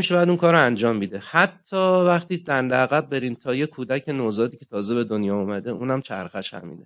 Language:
Persian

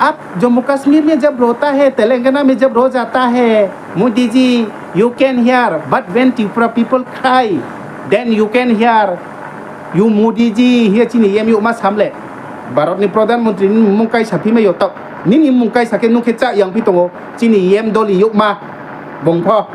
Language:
Riang (India)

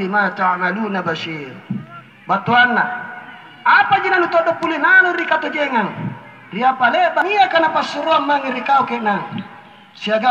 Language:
Makasar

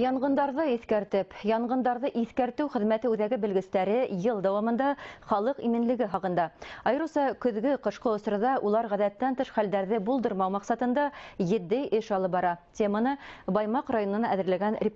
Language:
Bashkir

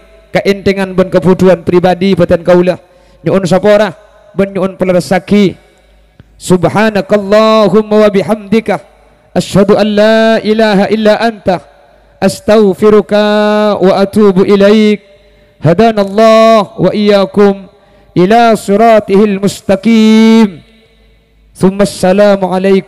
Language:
Madurese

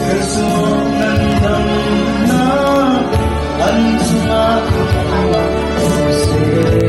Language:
Hakha Chin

